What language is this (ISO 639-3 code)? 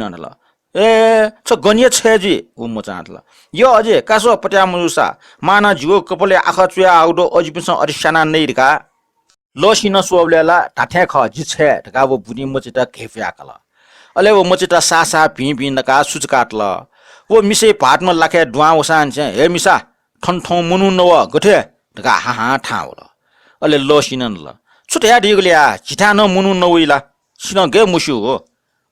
new